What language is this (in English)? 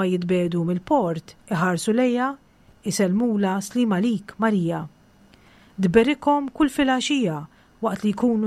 Maltese